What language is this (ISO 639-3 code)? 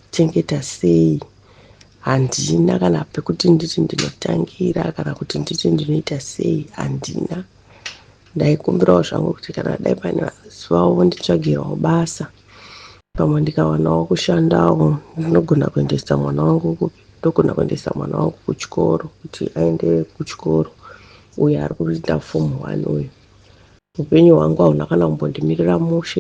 sna